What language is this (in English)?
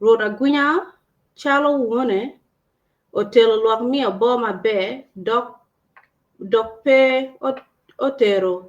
Acoli